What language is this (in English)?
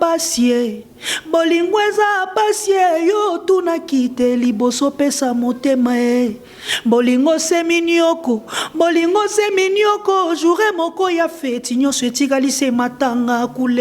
Lingala